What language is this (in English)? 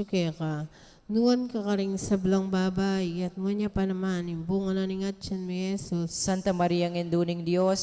Pampanga